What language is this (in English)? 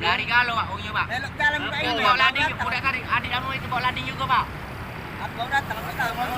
Musi